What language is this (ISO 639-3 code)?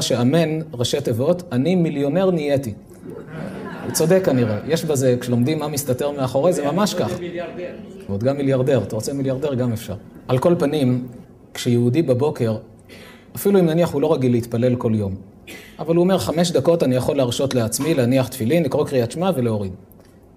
heb